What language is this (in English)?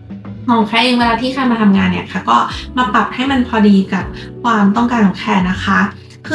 Thai